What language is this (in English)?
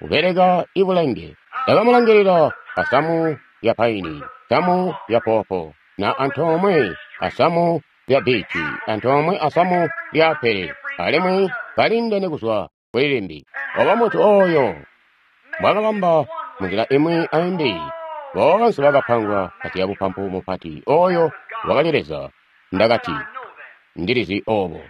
Tonga (Zambia)